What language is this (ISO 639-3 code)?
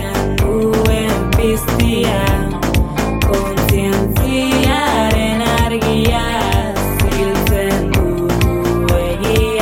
eus